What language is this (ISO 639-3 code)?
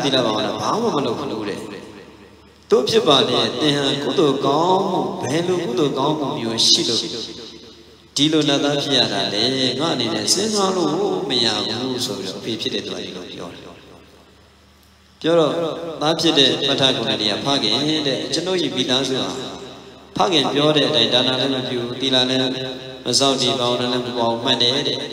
mya